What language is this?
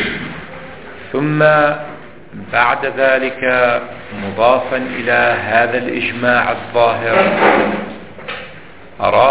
Arabic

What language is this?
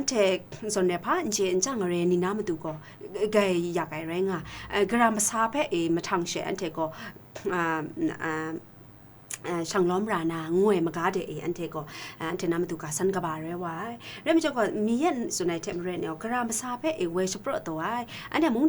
Kachin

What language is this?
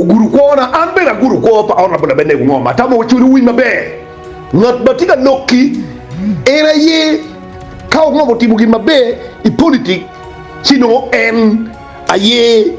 Acoli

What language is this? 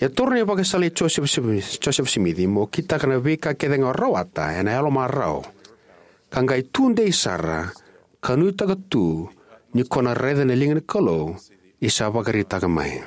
Fijian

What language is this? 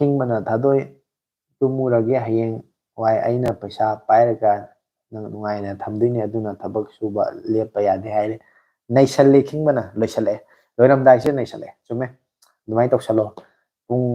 Manipuri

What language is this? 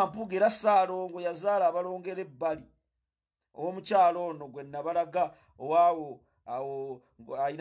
Ganda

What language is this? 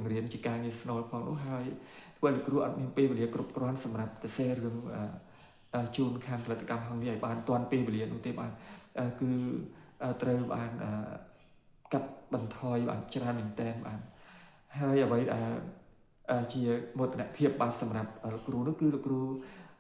Khmer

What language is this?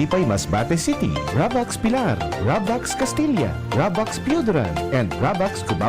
Bikol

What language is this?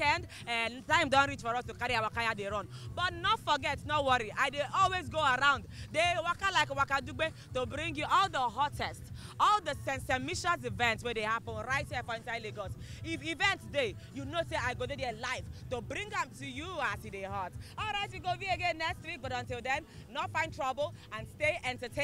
Nigerian Pidgin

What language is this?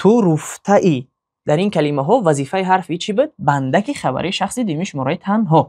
Tajik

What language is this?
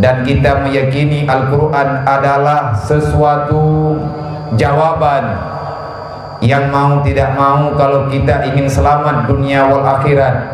Achinese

